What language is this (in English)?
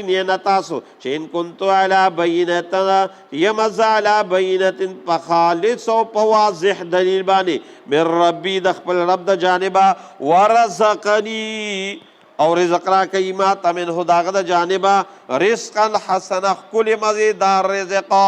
Pashto